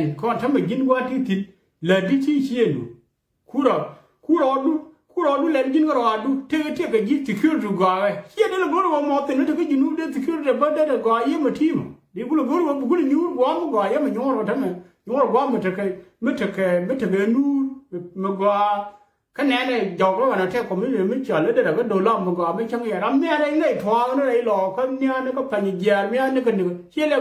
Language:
Nuer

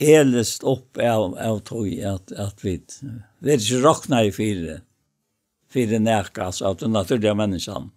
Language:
Faroese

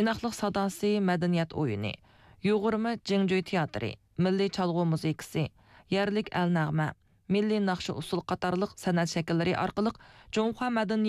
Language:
Uyghur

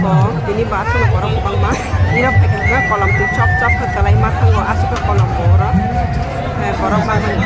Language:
Kok Borok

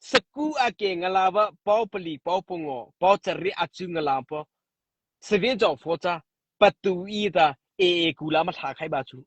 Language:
Mara Chin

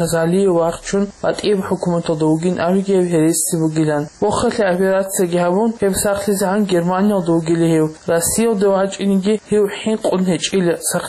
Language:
Avaric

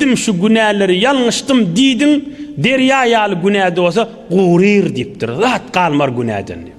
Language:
Turkmen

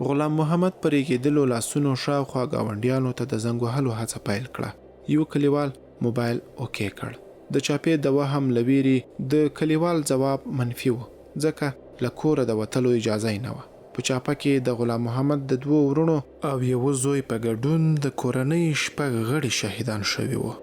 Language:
Pashto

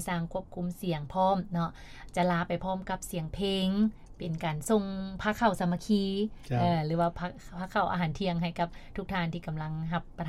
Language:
Lao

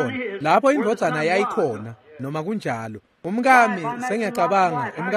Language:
Swati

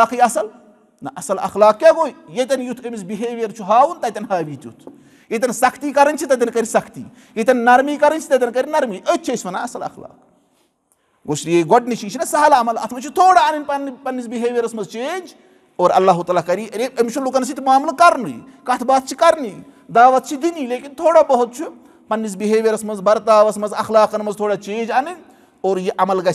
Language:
Kashmiri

